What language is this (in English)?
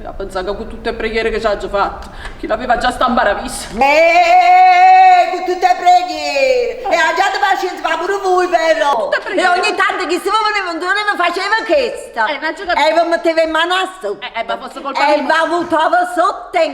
Neapolitan